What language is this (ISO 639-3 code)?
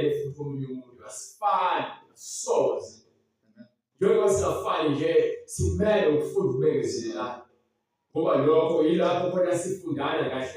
zul